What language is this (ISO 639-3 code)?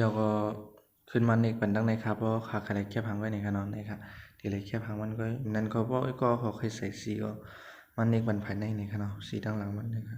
shn